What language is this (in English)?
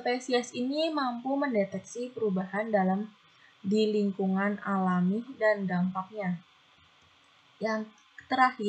Indonesian